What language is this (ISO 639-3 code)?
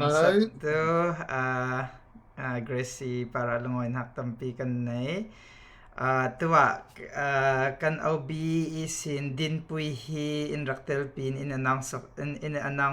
cfm